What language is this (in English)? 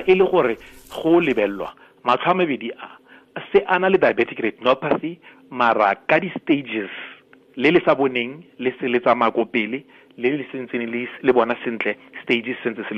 Tswana